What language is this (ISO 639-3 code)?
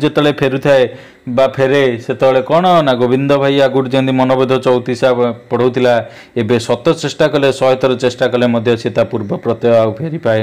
ori